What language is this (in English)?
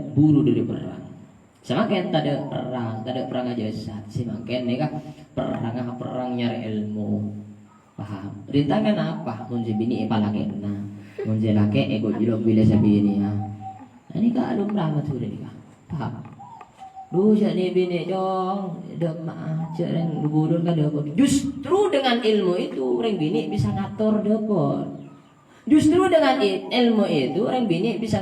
Madurese